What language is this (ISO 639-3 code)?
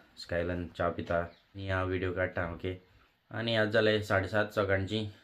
kok